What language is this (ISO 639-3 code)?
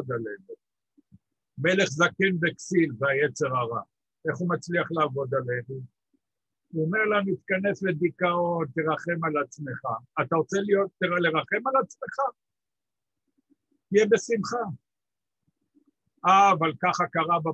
heb